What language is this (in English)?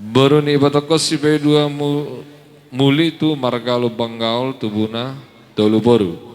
Batak Toba